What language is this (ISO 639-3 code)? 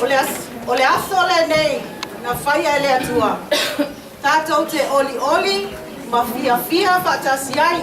smo